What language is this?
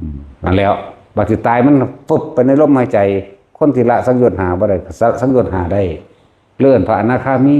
Northeastern Thai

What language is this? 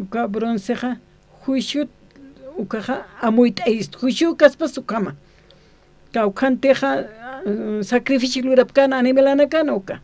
Aymara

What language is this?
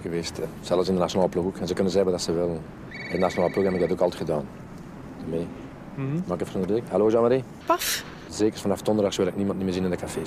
Dutch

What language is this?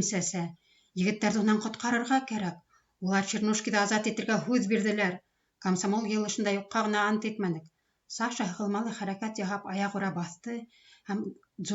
Bashkir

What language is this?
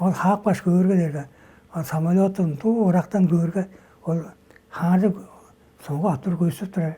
Tuvinian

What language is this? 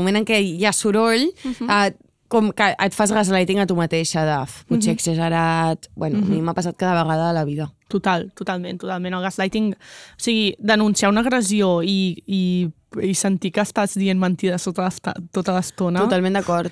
Catalan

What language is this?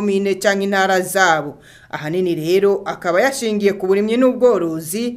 Rundi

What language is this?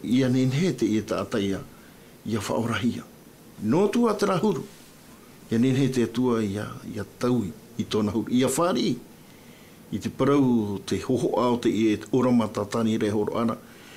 Tahitian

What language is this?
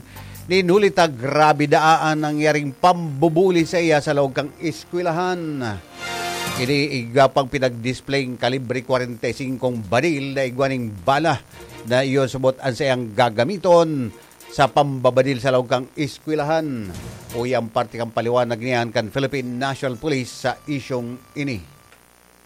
Bikol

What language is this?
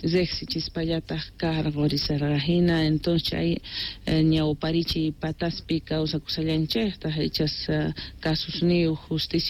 South Bolivian Quechua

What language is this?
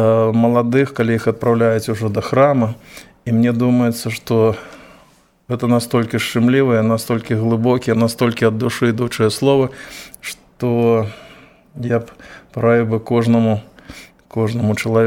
Belarusian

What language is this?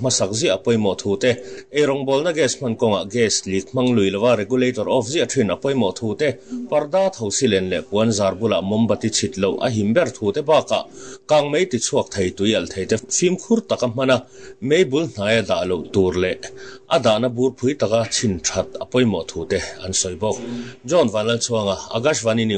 Mizo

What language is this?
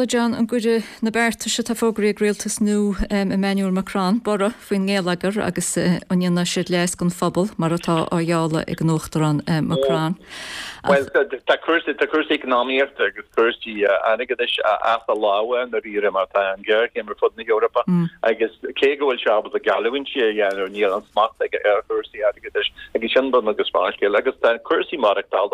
Irish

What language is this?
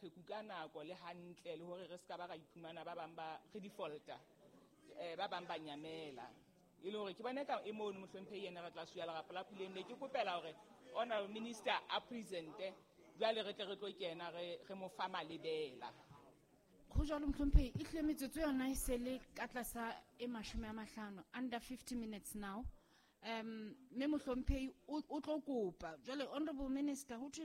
Southern Sotho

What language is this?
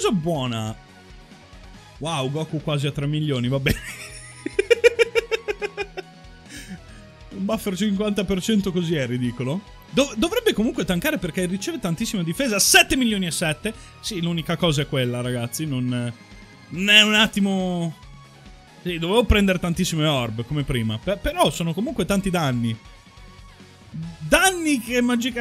Italian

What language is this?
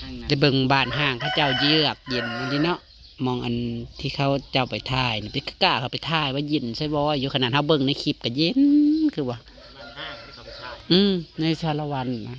Northeastern Thai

